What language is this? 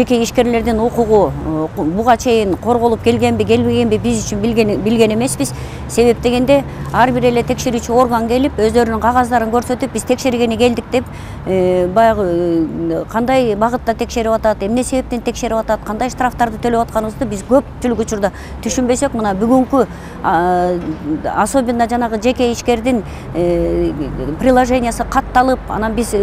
Kyrgyz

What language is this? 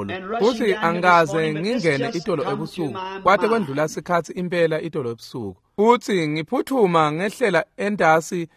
Swati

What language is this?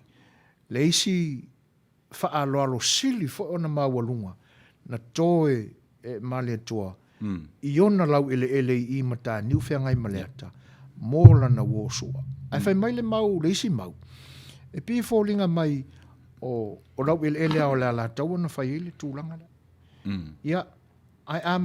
Samoan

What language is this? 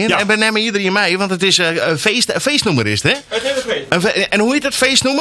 Western Frisian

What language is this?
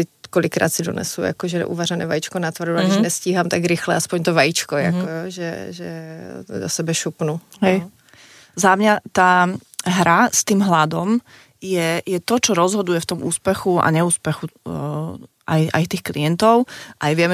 Slovak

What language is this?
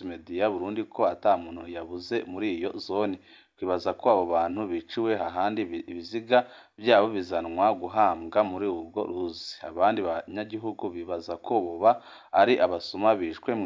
Rundi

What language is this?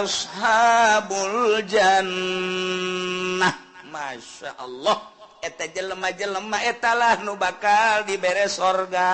Sundanese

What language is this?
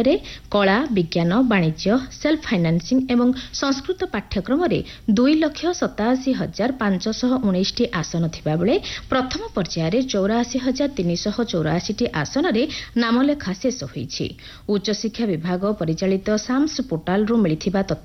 Odia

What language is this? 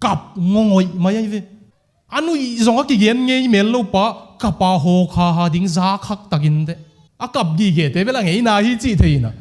Tedim Chin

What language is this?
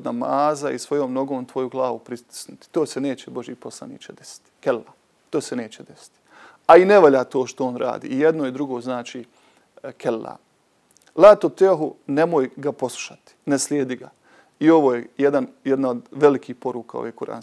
Bosnian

